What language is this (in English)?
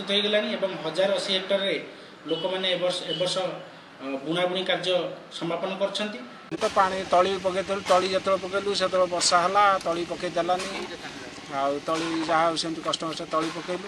Odia